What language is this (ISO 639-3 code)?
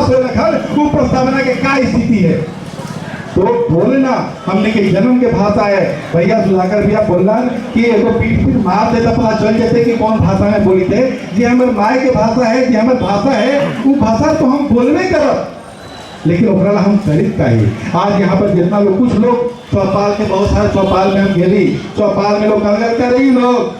mag